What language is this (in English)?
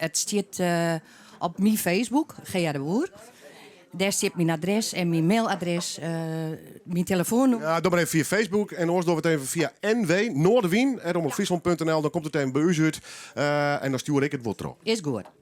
Western Frisian